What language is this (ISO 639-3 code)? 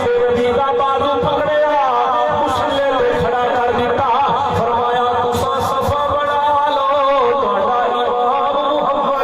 skr